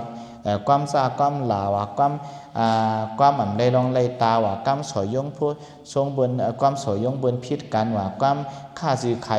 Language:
Shan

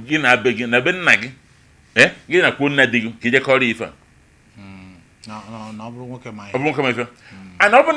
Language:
Igbo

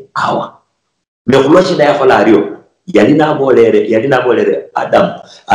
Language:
Luyia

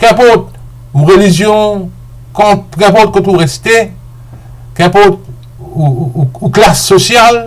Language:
Morisyen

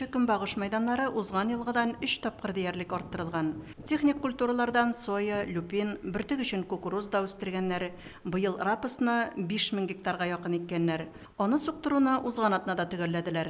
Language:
Tatar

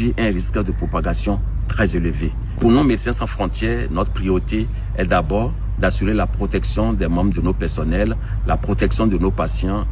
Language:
French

